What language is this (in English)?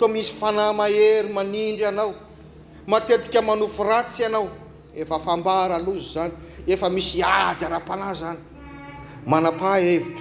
Malagasy